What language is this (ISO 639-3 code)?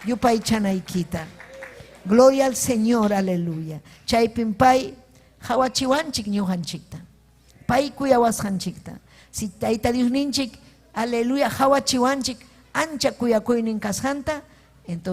quy